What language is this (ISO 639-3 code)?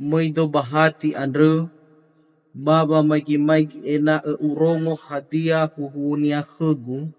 nia